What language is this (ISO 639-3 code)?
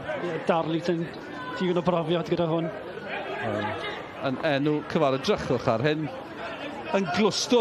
cym